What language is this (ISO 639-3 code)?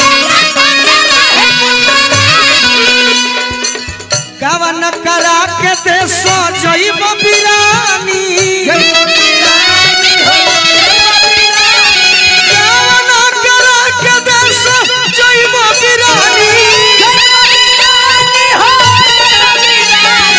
bho